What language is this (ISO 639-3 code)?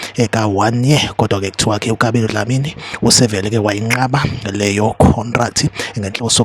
zul